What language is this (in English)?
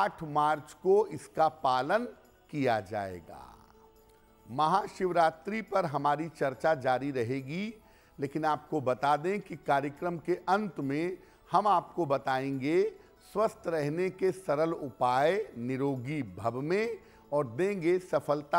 Hindi